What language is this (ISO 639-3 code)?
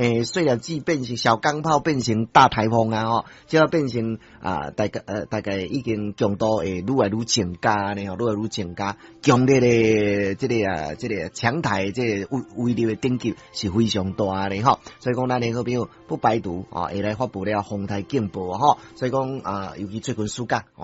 nan